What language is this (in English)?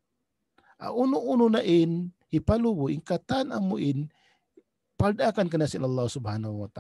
Tausug